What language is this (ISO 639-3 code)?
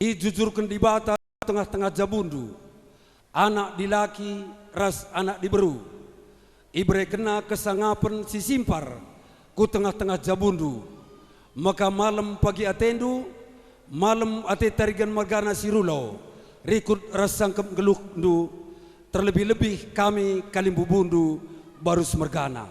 btx